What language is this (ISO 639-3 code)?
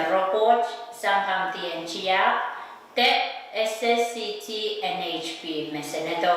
pon